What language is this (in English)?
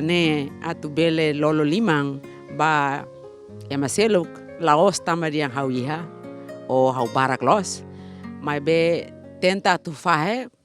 Tetum